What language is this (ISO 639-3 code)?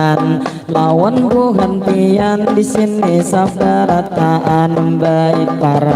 bjn